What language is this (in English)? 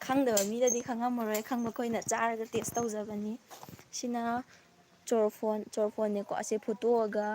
Manipuri